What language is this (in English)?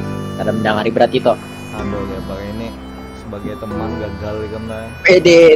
Banjar